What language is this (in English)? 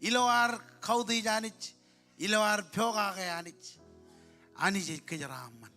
Marshallese